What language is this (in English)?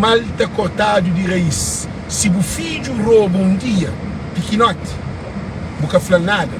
Kabuverdianu